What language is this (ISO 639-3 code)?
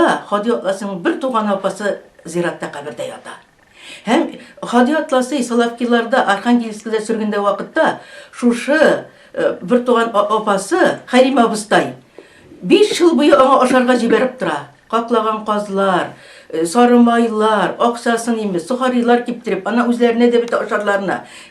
tat